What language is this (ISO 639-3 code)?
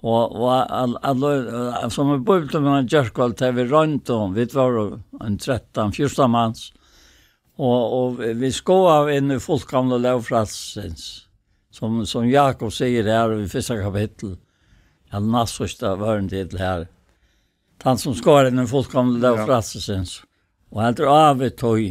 fao